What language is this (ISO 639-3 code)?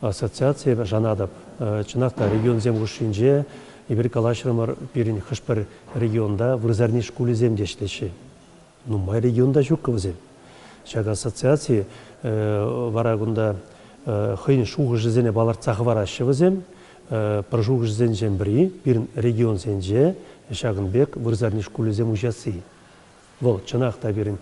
chv